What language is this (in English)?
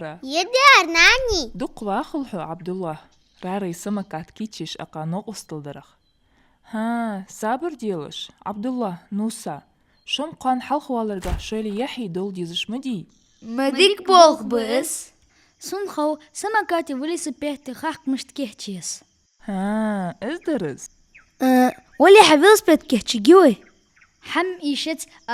Ingush